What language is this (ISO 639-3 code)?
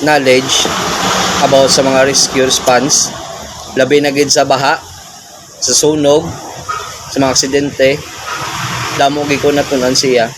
hil